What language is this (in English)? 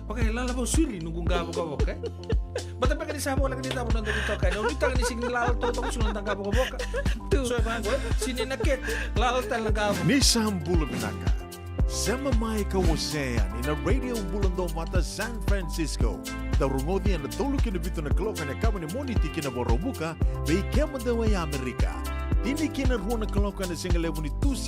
Fijian